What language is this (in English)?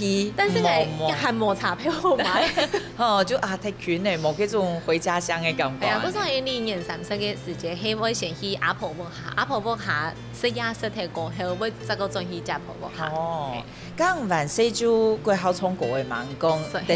Hakka Chinese